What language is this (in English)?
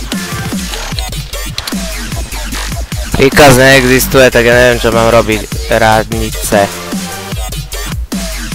Slovak